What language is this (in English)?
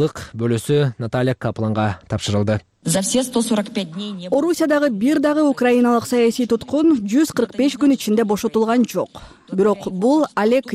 Kyrgyz